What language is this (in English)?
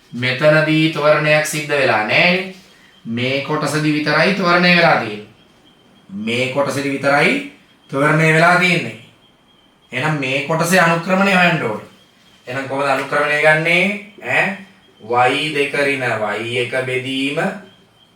Sinhala